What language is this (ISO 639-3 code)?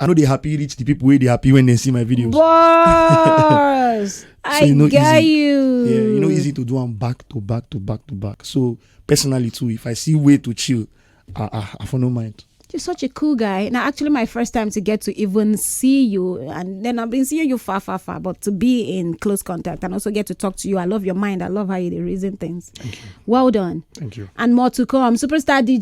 pcm